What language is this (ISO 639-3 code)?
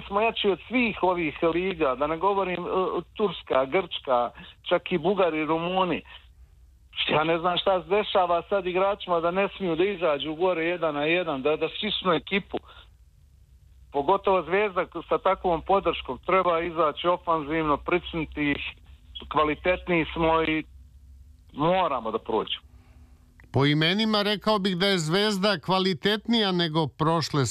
srp